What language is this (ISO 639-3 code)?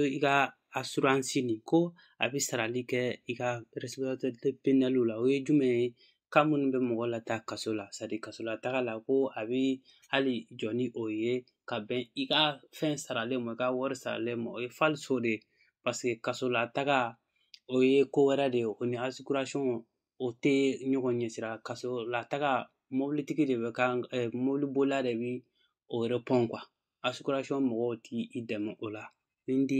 bam